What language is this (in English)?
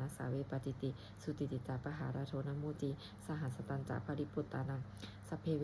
Pali